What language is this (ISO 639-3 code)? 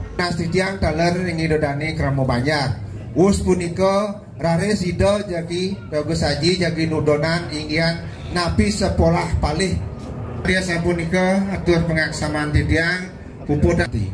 ban